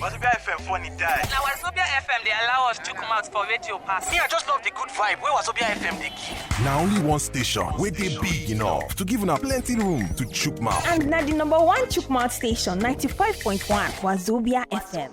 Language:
Nigerian Pidgin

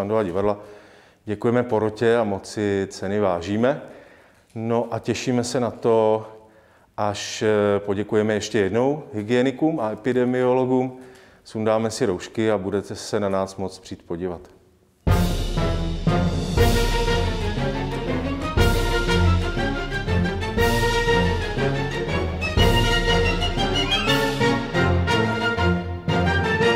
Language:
Czech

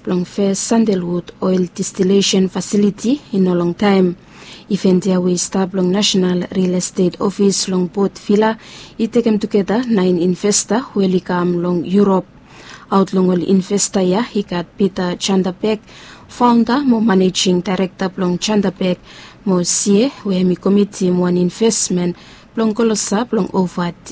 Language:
Bislama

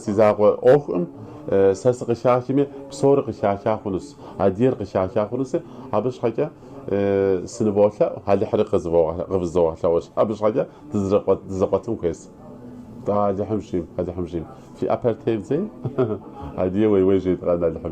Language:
Kabardian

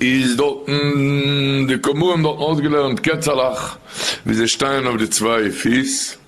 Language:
Yiddish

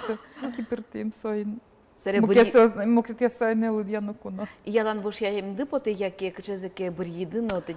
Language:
Udmurt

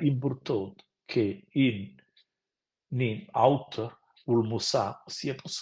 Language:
Romansh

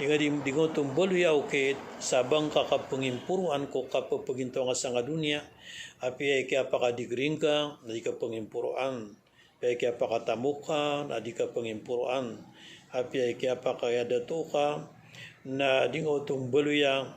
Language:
Maranao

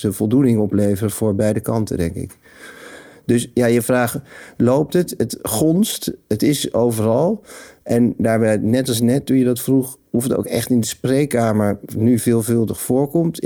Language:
Dutch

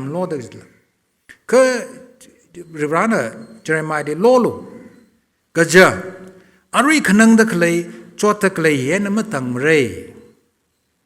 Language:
Tangkhul Naga (India)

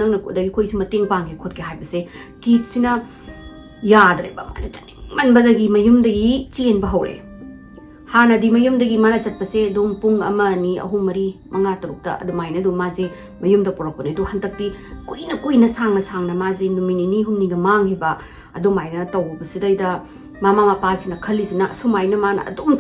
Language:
Manipuri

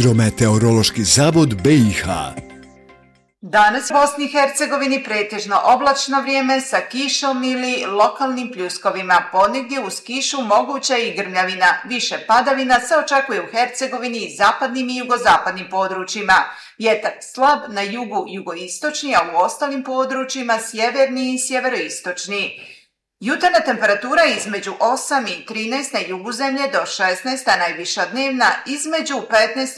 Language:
Bosnian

